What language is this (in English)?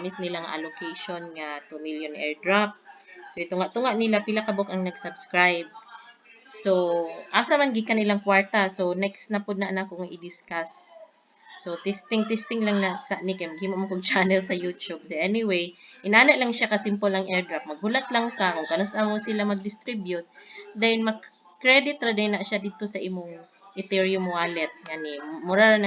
Cebuano